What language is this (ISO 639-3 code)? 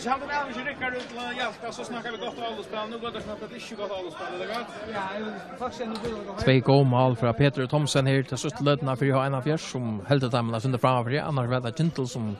fao